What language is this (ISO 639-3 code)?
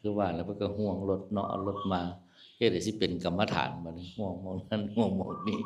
tts